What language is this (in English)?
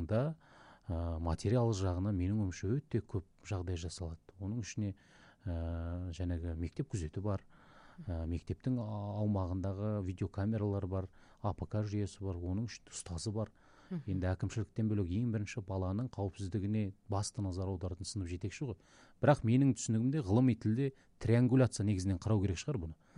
Kazakh